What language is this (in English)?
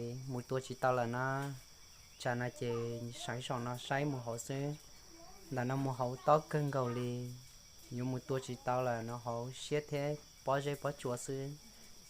Hmong